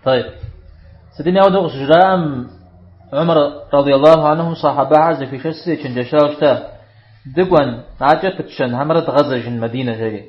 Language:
Kabardian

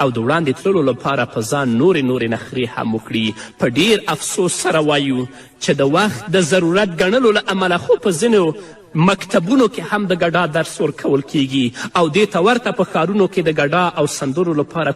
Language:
Pashto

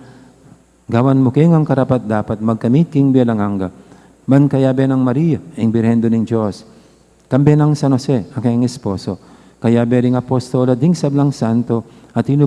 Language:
Pampanga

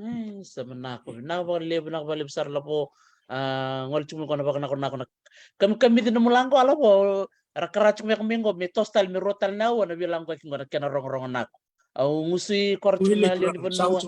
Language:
Fijian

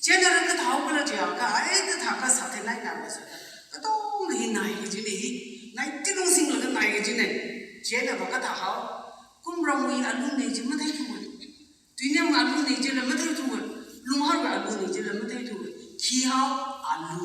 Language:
Tangkhul Naga (India)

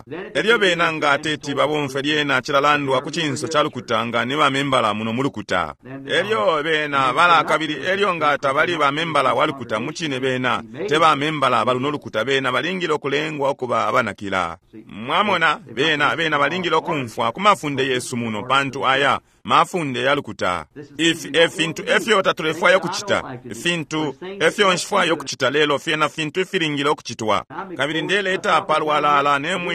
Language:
Bemba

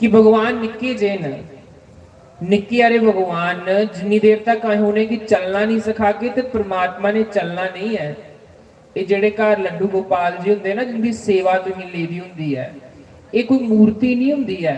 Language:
Dogri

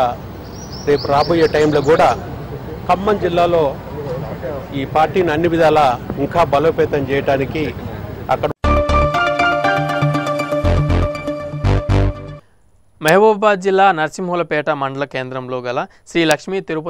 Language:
Telugu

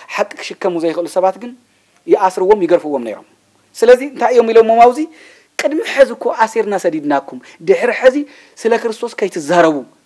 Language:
Tigrinya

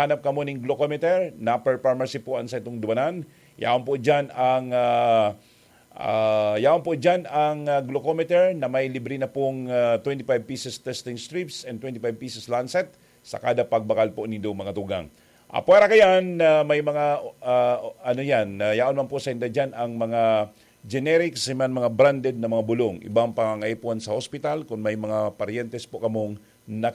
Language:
Bikol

